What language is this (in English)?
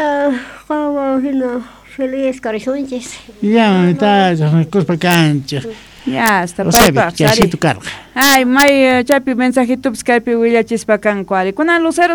South Bolivian Quechua